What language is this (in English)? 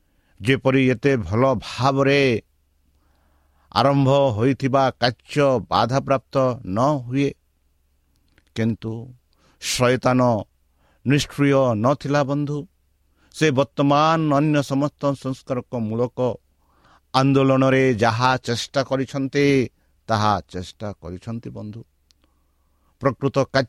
Odia